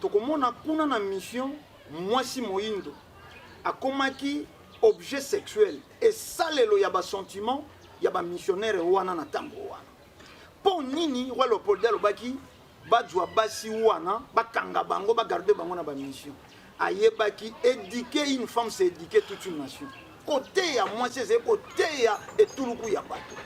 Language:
Lingala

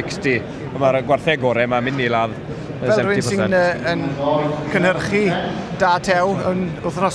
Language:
Welsh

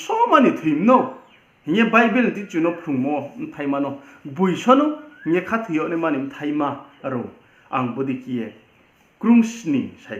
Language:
Riang (India)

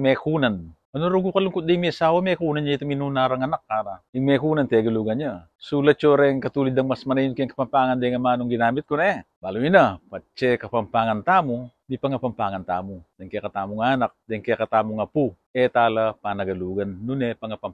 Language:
Pampanga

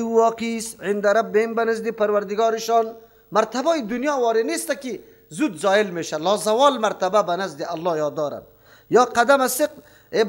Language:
Persian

